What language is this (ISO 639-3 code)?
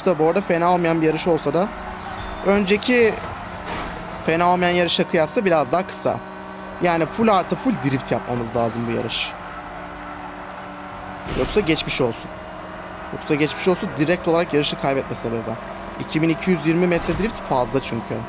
tur